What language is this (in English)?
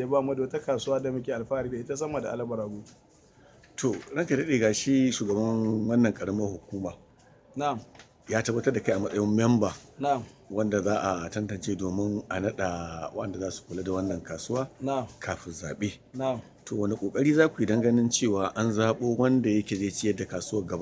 Hausa